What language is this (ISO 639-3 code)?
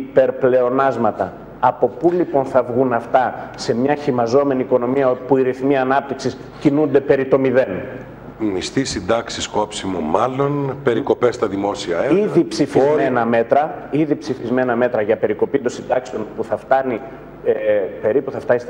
ell